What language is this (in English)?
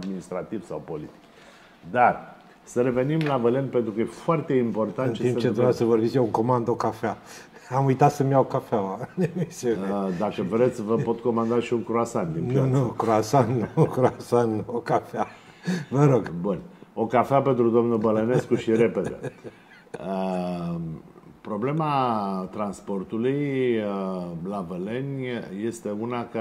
Romanian